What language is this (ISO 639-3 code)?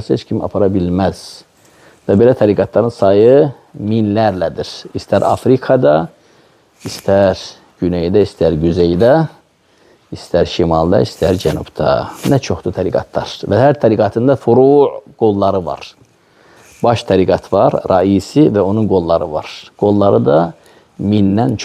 aze